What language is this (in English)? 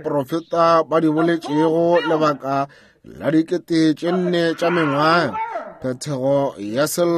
Northern Sotho